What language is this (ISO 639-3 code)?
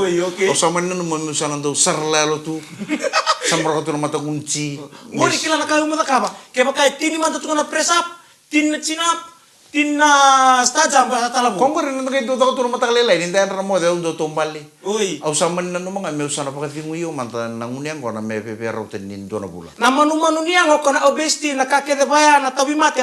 fij